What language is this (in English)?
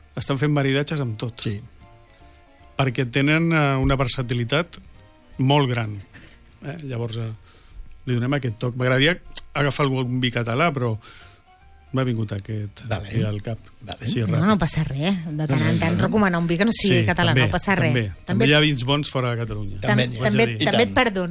Catalan